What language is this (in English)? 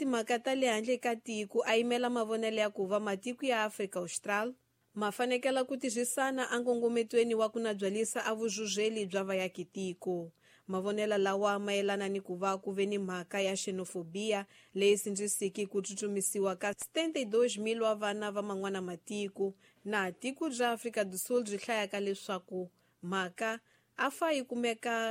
Tsonga